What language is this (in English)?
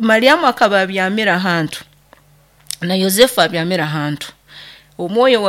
Nyoro